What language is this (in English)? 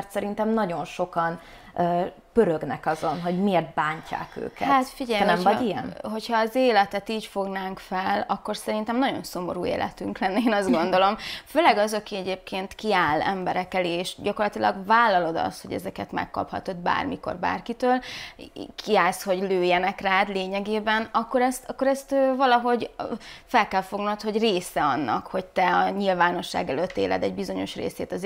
Hungarian